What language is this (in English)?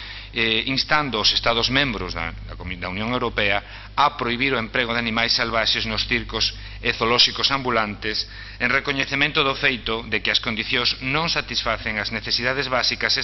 Galician